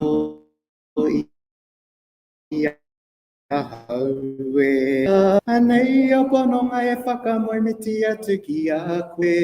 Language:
Māori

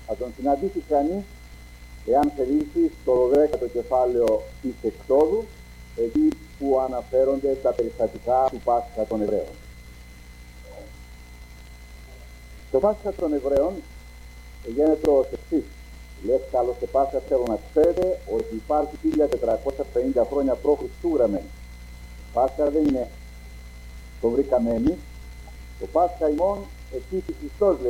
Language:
Greek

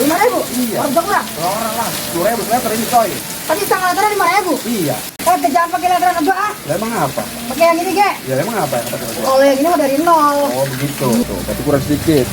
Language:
Betawi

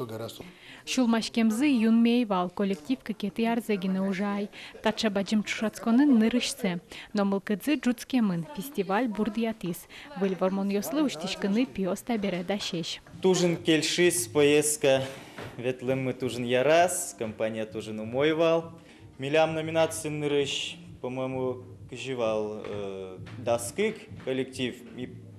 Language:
Udmurt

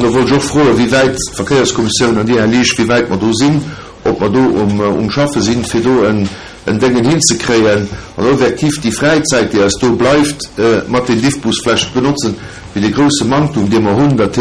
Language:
Luxembourgish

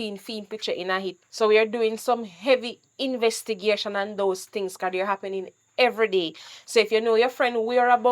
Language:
Jamaican Creole English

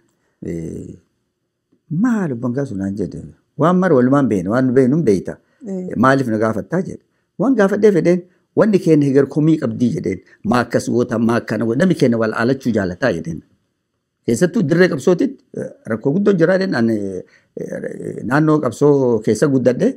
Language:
Oromo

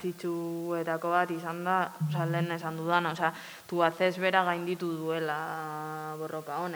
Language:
Basque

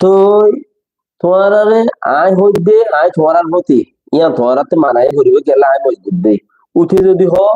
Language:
Rohingya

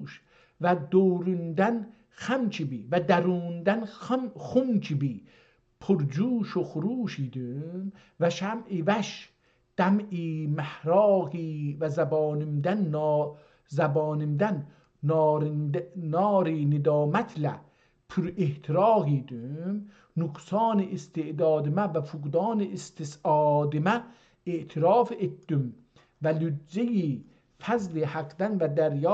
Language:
South Azerbaijani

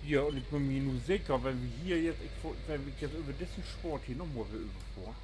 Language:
Low German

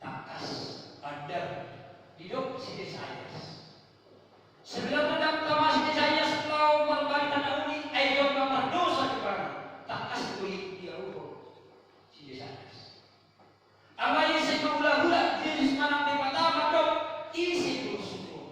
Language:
Batak Toba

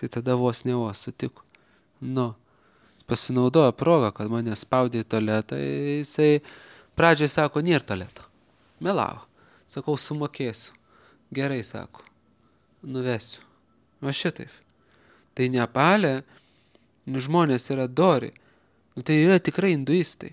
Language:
Lithuanian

